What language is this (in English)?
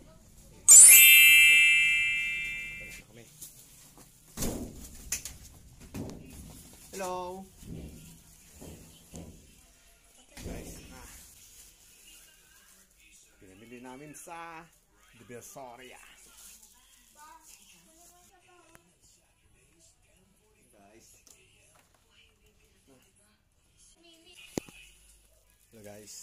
Filipino